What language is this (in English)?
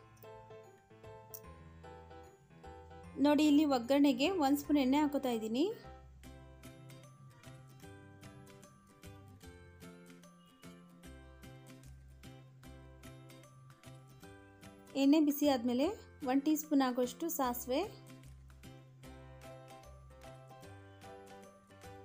Kannada